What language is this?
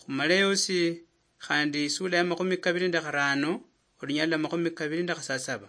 Luyia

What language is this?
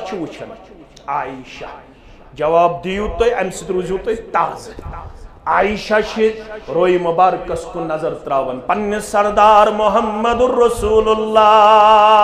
Kashmiri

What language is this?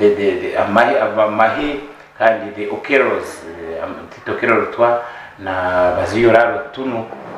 Nyankole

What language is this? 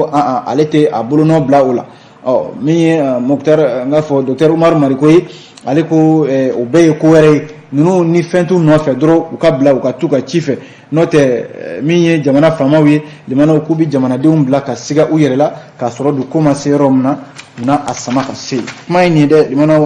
Bambara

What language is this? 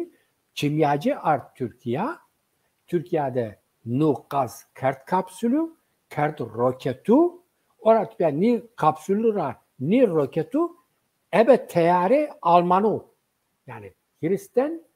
Zaza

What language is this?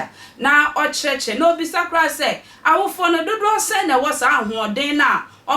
Akan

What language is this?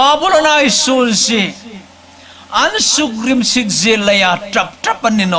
Hmar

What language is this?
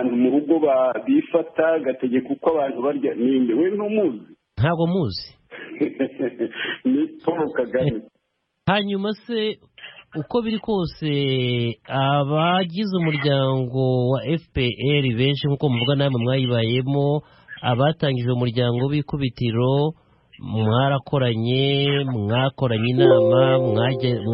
Kinyarwanda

